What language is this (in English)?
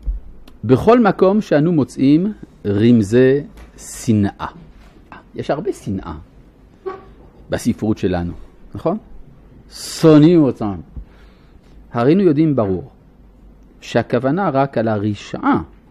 Hebrew